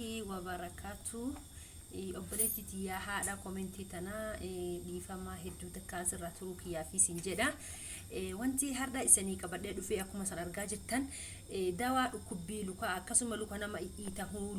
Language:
Oromo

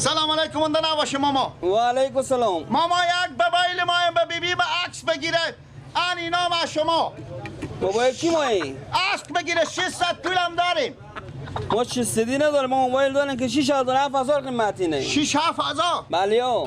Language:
Persian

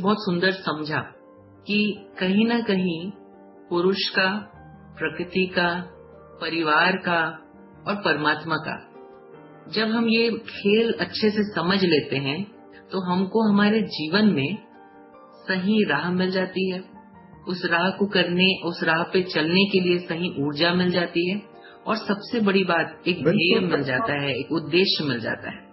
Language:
Hindi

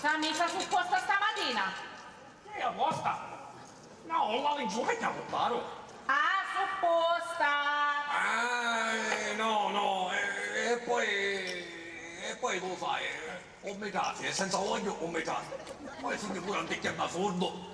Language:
Sicilian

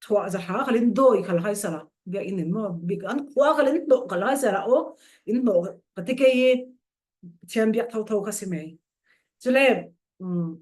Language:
Falam Chin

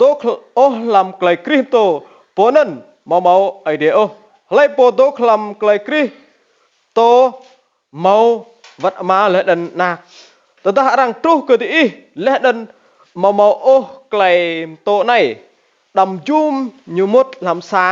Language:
Rade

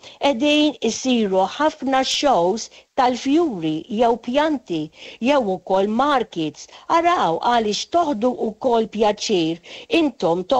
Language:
Maltese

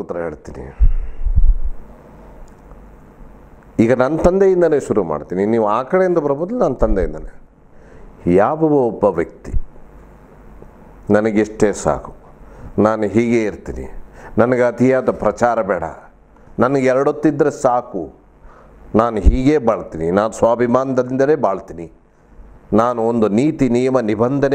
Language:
Kannada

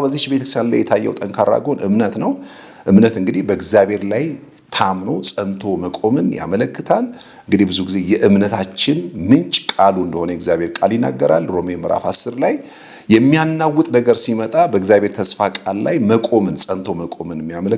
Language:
Amharic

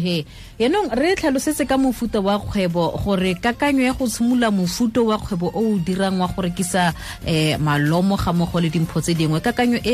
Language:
Tswana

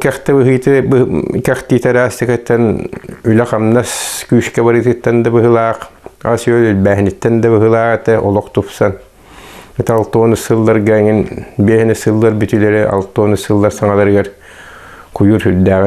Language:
Yakut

